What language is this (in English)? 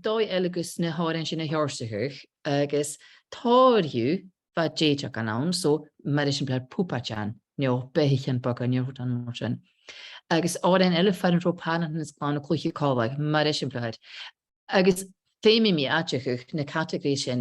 Scottish Gaelic